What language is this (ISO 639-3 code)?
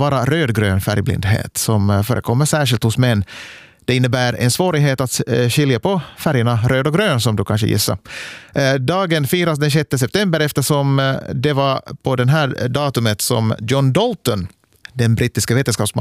swe